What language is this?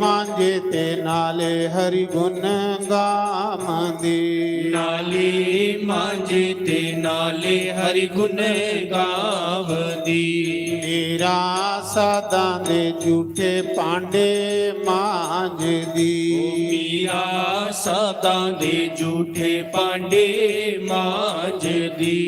Dogri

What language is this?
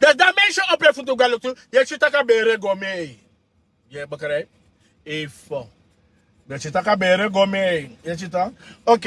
Sranan Tongo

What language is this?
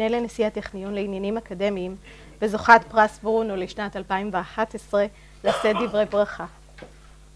Hebrew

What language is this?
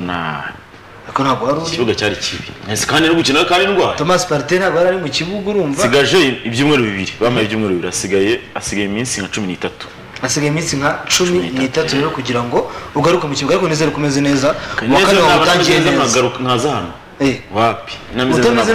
Kinyarwanda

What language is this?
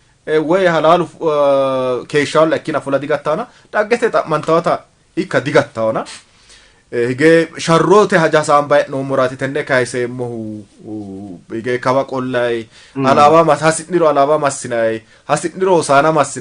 Sidamo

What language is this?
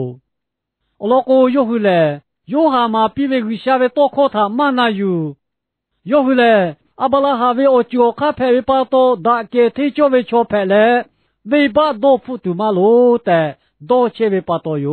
Lahu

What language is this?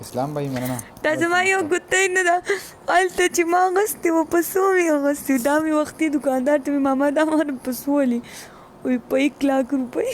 Pashto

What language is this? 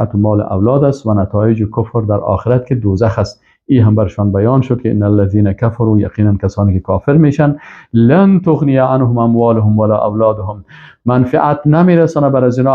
Persian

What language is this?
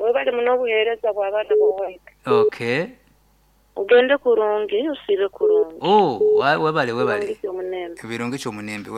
Nyankole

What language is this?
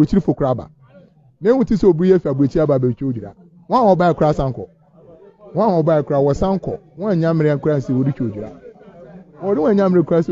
Akan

